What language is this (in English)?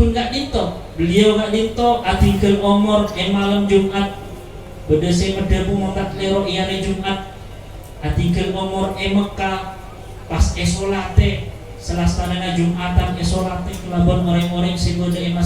Madurese